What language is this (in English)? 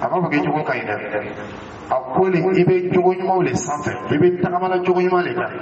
Dyula